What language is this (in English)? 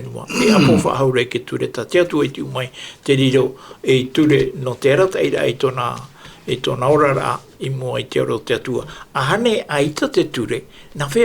Tahitian